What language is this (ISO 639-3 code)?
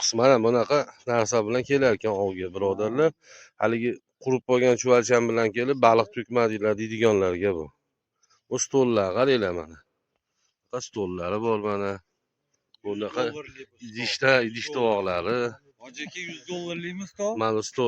uzb